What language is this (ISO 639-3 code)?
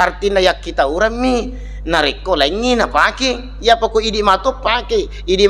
bug